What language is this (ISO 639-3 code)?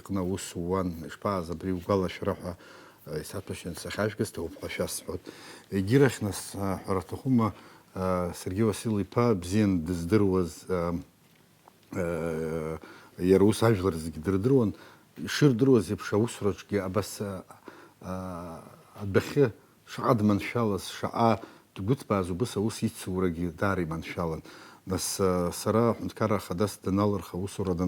abk